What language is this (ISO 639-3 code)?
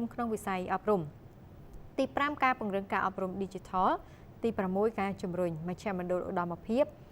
khm